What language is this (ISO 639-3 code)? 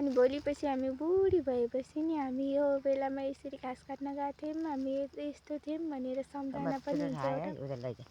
nep